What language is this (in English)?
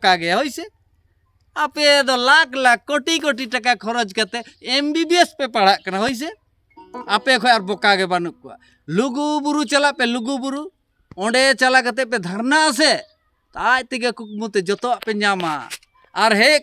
Santali